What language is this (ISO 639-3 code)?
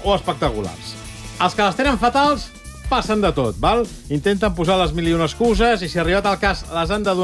cat